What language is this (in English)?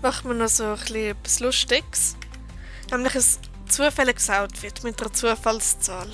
Swiss German